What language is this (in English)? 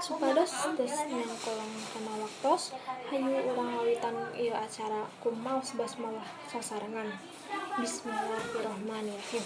Sundanese